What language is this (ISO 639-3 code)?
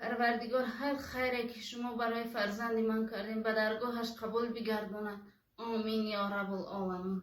tgk